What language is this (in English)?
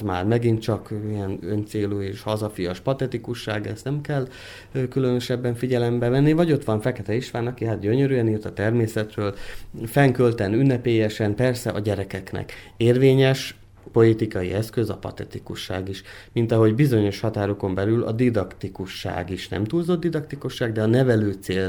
Hungarian